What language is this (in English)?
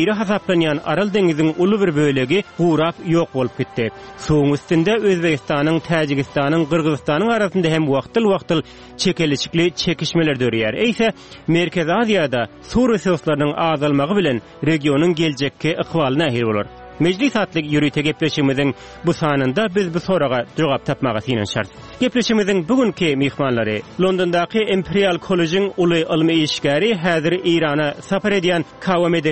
Turkmen